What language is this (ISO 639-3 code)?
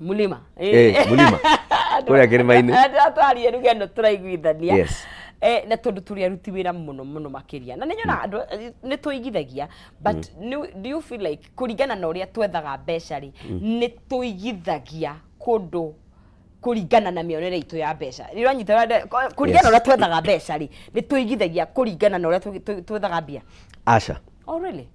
kik